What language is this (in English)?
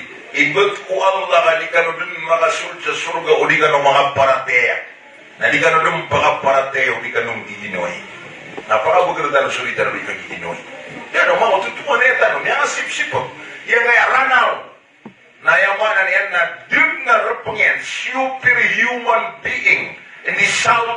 Maranao